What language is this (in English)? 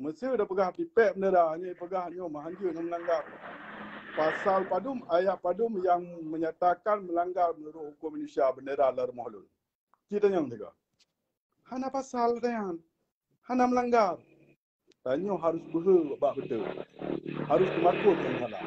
Achinese